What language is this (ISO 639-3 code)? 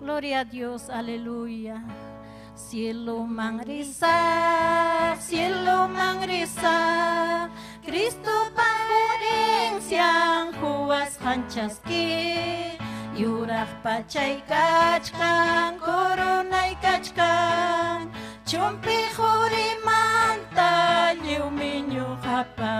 quy